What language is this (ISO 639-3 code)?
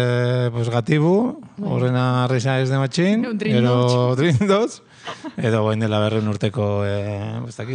eus